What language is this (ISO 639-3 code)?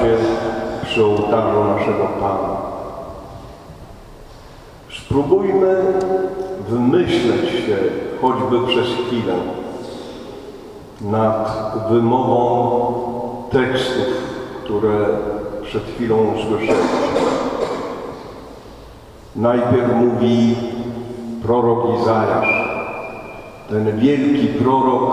pol